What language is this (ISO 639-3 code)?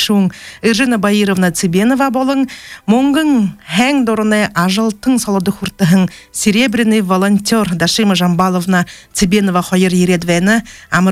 bua